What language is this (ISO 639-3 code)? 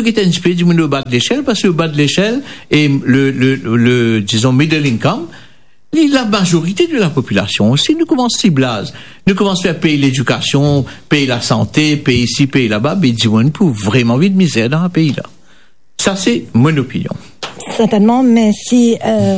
mfe